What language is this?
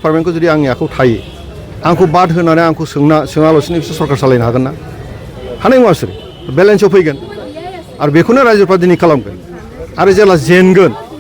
Bodo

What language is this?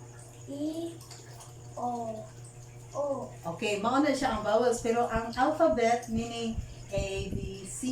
Cebuano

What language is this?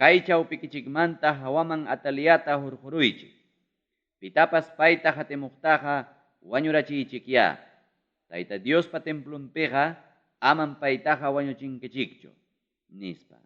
Ayacucho Quechua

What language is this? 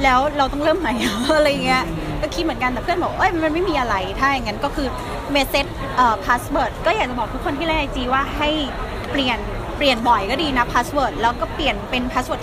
Thai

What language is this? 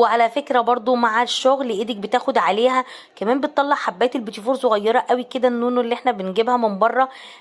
Egyptian Arabic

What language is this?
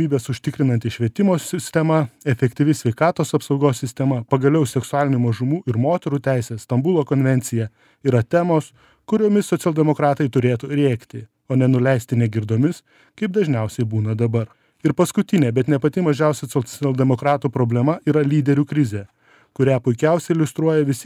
Lithuanian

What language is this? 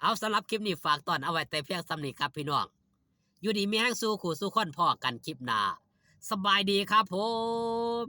Northeastern Thai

